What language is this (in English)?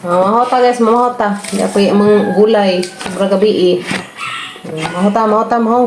Cebuano